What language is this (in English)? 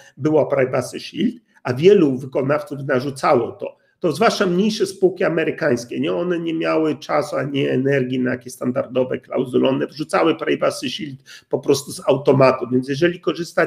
Polish